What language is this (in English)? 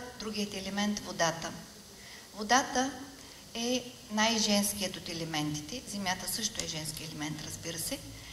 Bulgarian